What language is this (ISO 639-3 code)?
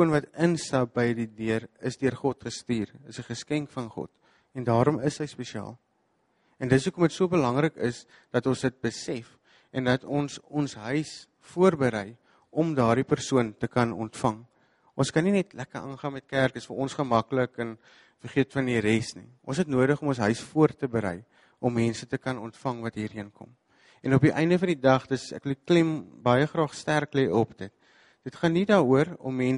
afr